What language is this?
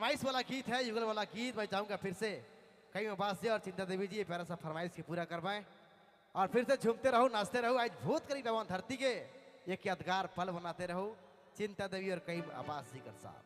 Sadri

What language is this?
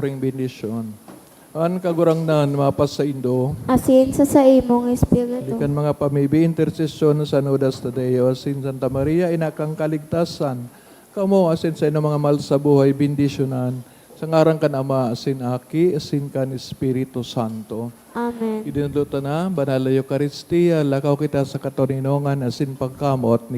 Bikol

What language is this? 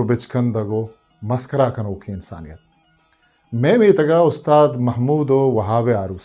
Eastern Balochi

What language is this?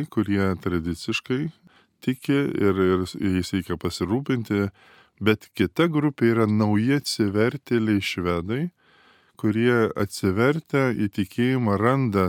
Lithuanian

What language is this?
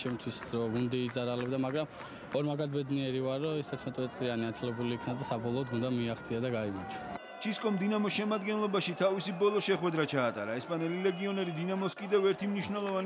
Georgian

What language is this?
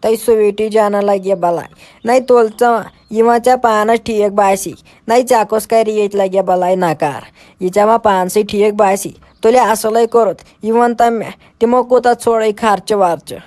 Kashmiri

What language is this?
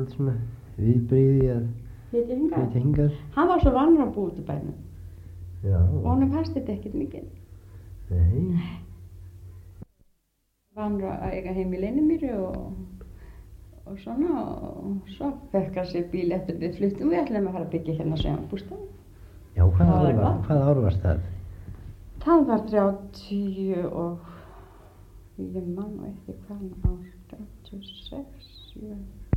Icelandic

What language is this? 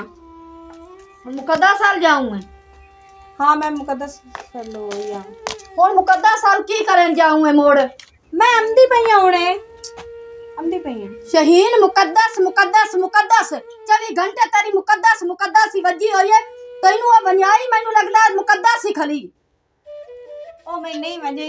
Punjabi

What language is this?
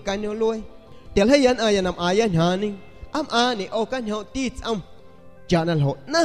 San Pedro Amuzgos Amuzgo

